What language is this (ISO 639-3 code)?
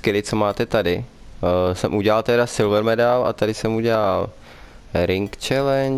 ces